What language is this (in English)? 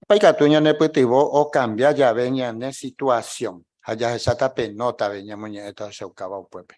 Guarani